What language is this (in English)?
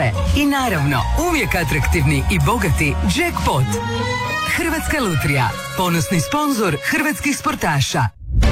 Croatian